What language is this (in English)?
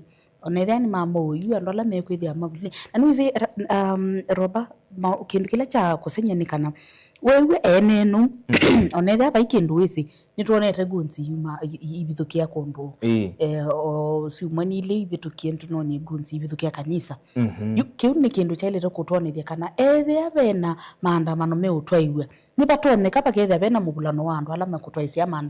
Kamba